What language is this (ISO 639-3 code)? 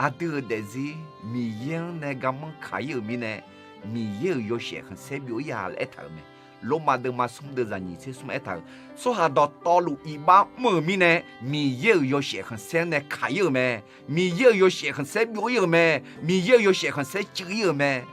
ahk